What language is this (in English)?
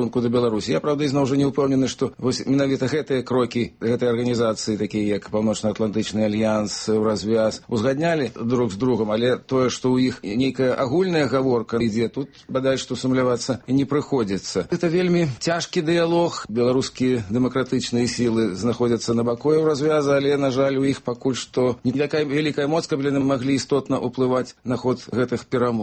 Belarusian